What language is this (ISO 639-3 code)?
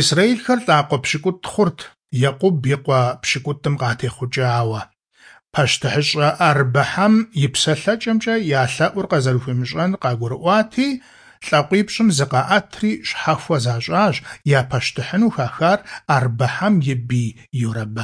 kbd